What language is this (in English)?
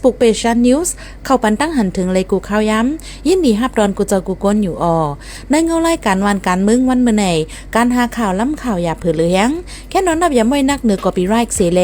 Shan